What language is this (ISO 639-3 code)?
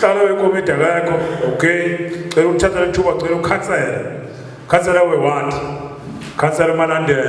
zul